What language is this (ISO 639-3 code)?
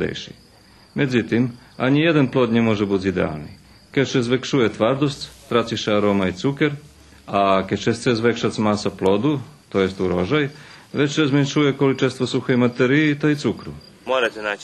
rue